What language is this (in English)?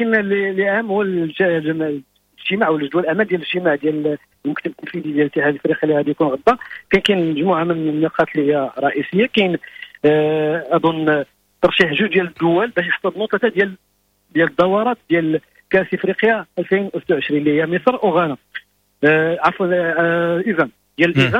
Moroccan Arabic